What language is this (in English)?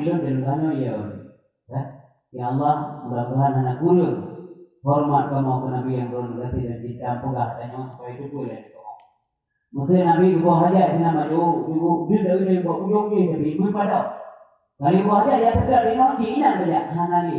Achinese